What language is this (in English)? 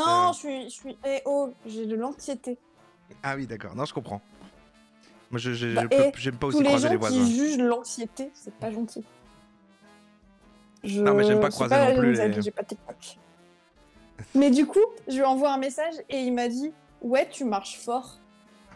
French